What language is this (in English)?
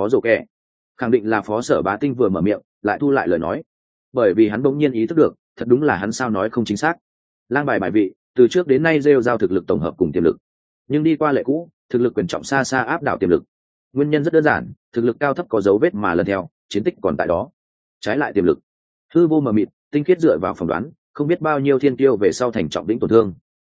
Vietnamese